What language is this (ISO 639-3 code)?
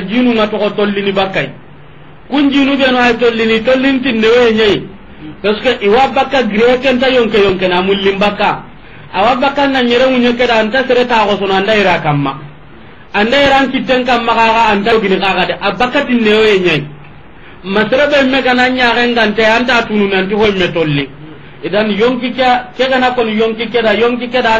snk